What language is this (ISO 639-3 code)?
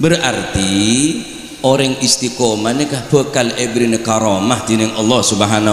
mad